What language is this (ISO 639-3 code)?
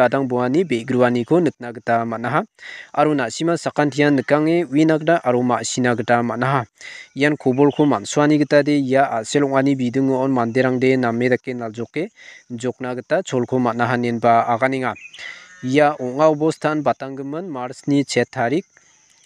grt